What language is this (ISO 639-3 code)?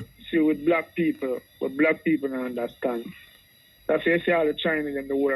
jam